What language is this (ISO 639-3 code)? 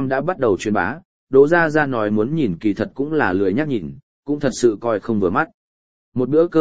vie